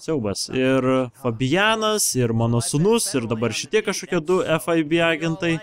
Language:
Lithuanian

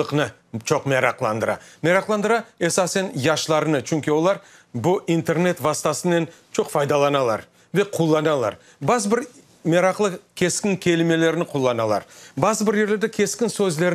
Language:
Crimean Tatar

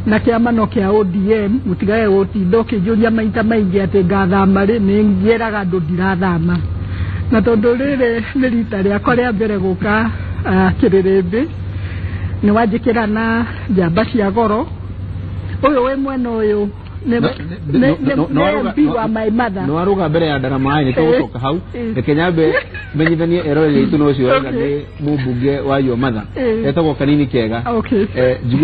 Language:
Kikuyu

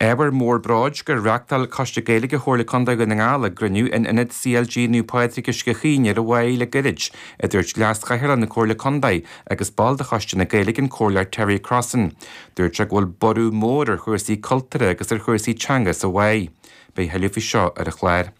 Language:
Irish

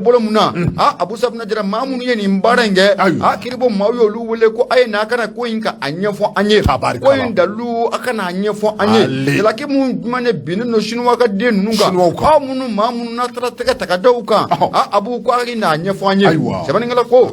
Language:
Bambara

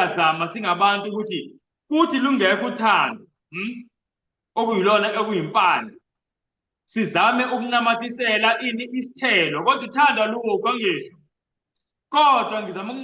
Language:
Zulu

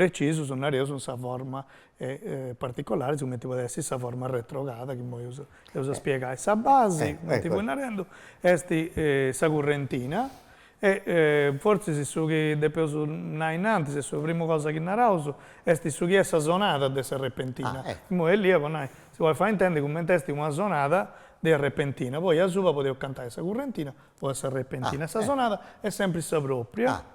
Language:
Sardinian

